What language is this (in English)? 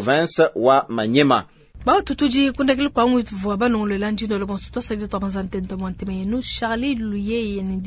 Luba-Lulua